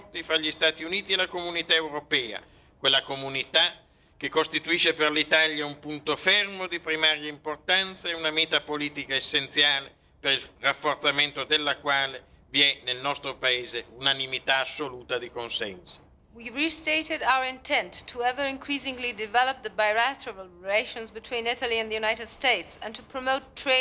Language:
Italian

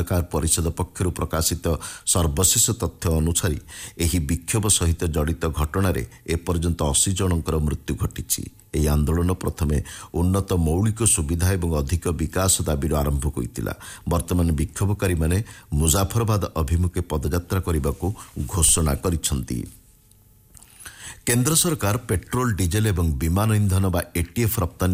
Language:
Odia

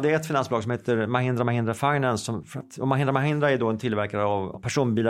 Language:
Swedish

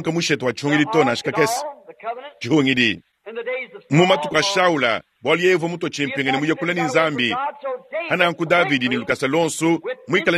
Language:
Luba-Lulua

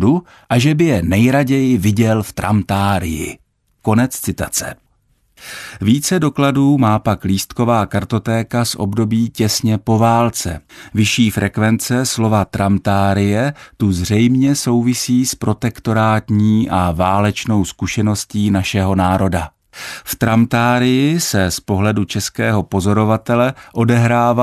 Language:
Czech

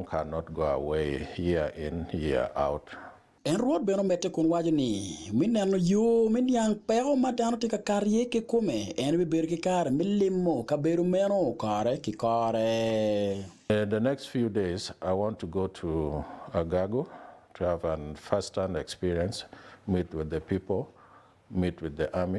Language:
Acoli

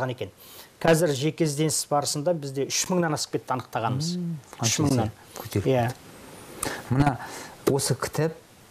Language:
Kazakh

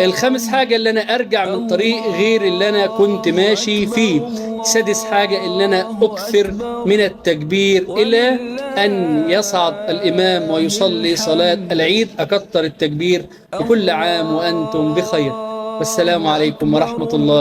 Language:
Egyptian Arabic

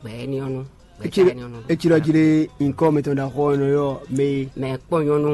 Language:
Fon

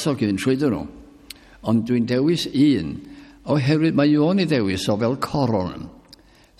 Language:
Welsh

